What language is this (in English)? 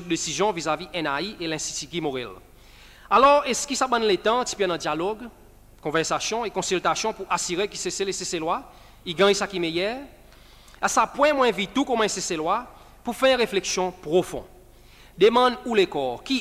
Seselwa Creole French